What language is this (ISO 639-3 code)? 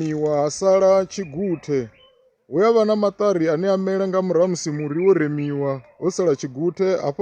ven